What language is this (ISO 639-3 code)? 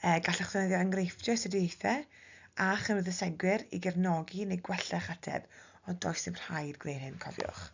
cym